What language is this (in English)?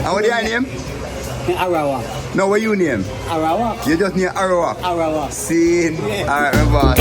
Jamaican Creole English